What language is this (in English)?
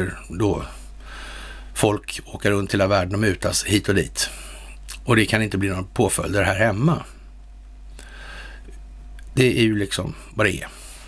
Swedish